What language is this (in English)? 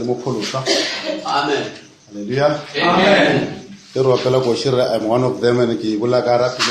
Northern Sotho